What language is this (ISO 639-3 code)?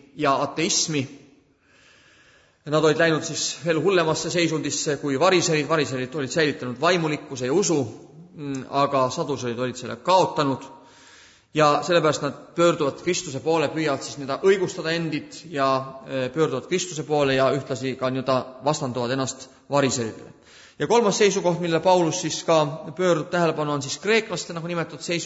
est